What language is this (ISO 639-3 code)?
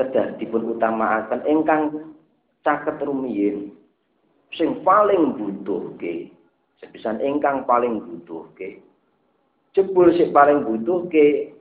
jav